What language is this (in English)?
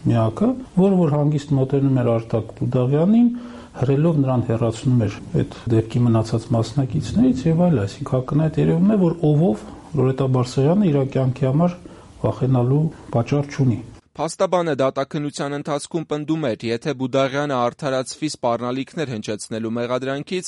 Armenian